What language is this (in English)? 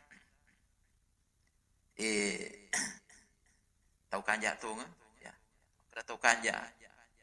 Buginese